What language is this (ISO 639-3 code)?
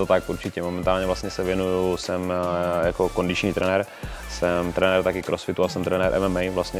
ces